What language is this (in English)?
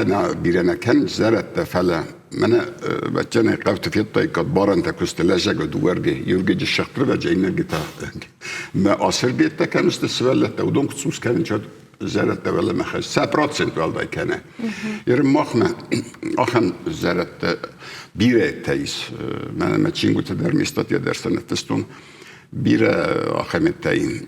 Ossetic